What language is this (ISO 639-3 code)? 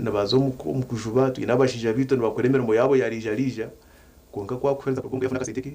nyn